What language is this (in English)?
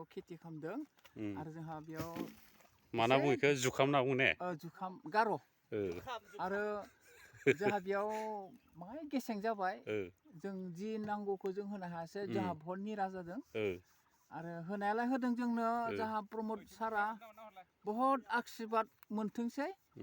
Bodo